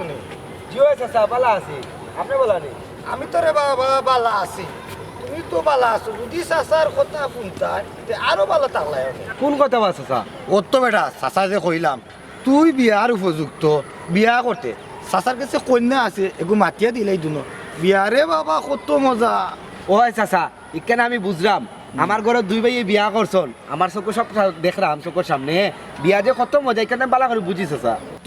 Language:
Sylheti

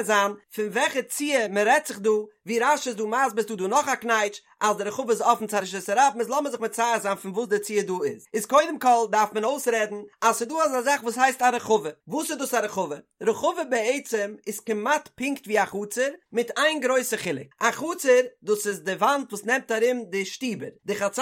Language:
Yiddish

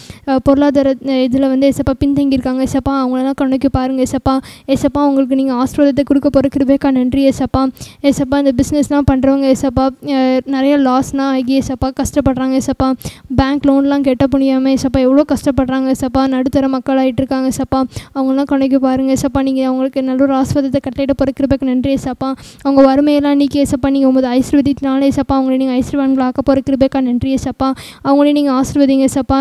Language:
Tamil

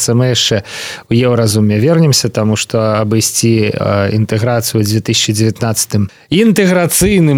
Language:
Belarusian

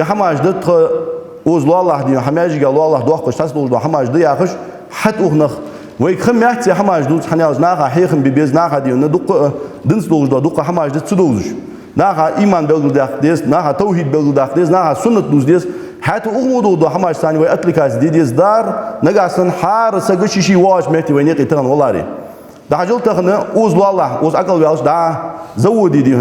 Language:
Ingush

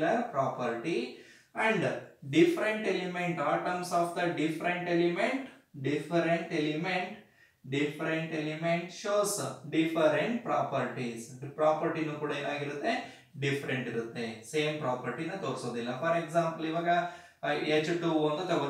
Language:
Kannada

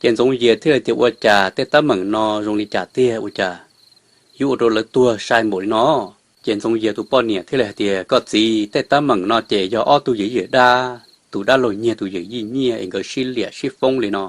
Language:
Hmong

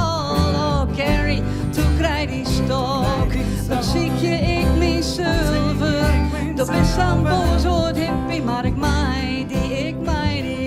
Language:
Western Frisian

